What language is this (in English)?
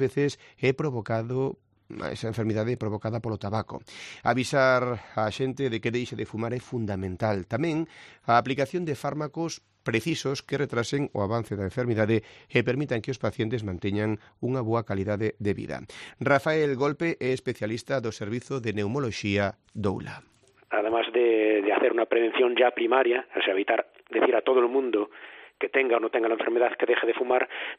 Galician